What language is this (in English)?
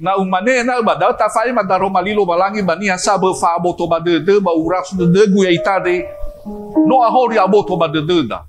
Nias